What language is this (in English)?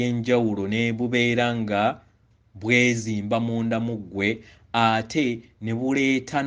Ganda